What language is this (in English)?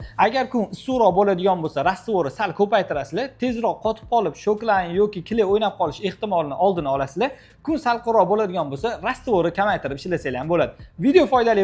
Uzbek